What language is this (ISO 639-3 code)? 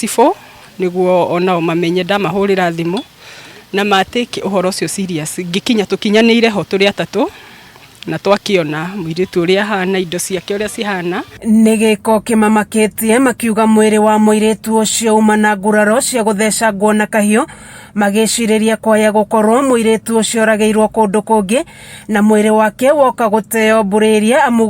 kik